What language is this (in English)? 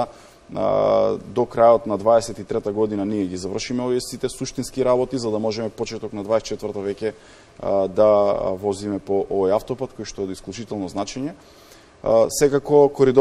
Macedonian